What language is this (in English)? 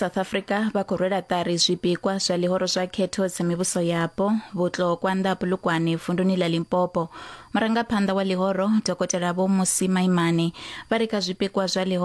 Venda